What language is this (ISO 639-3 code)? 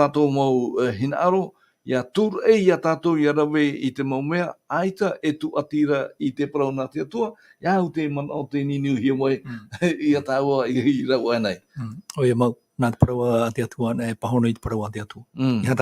tah